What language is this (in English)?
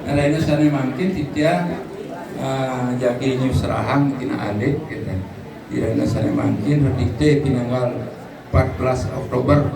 Balinese